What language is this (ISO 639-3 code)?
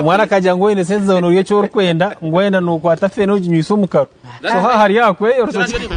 nyn